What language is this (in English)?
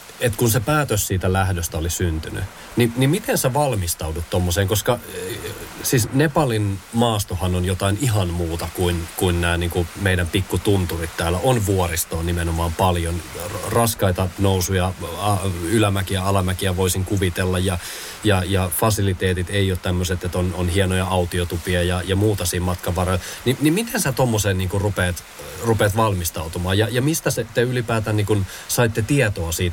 Finnish